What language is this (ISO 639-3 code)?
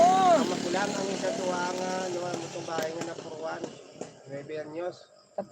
hil